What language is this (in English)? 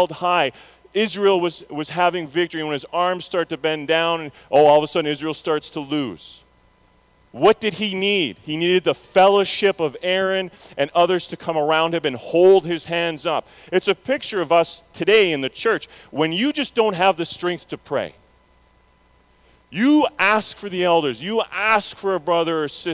English